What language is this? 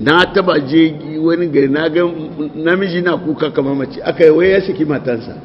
Hausa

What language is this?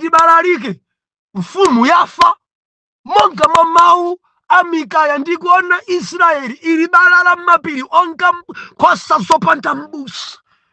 Nyanja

